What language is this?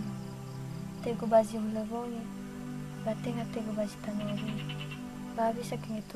Nias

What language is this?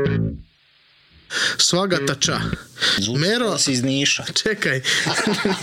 Serbian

